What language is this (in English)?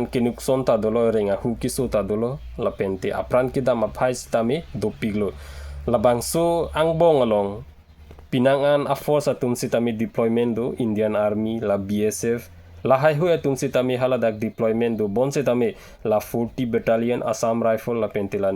Karbi